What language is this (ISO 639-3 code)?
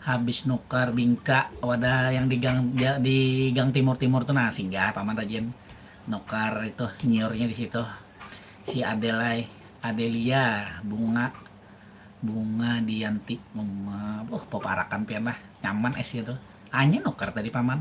bjn